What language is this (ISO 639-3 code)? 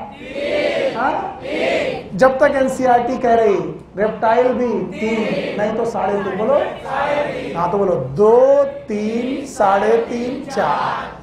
hin